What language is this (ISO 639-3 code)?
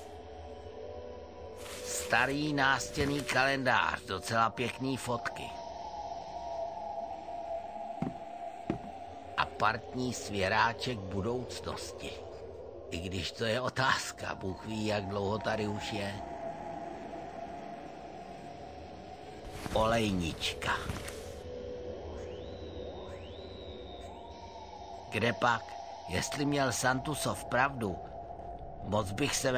ces